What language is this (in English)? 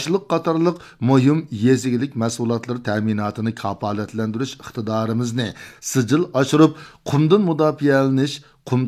Uyghur